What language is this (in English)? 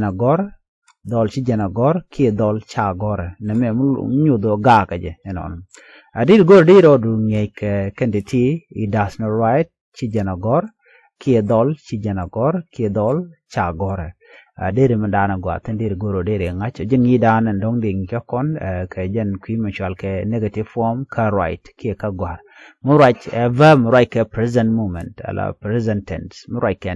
Nuer